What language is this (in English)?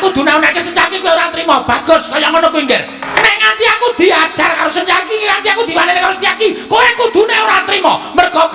Javanese